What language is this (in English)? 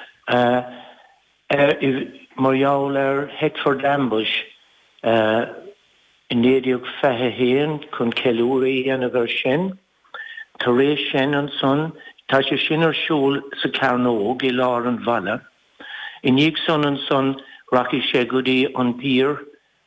Irish